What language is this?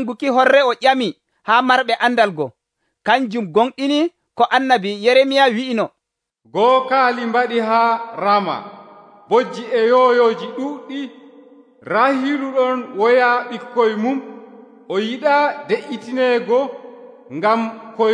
Nigerian Fulfulde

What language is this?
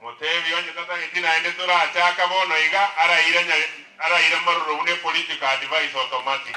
Gusii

